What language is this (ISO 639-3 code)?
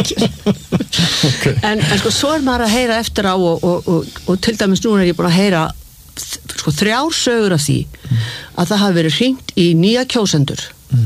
isl